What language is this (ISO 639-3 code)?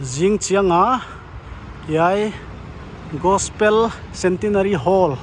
pck